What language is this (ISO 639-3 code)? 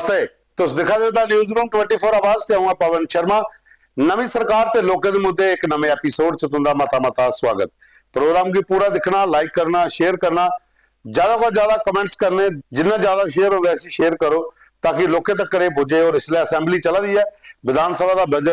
doi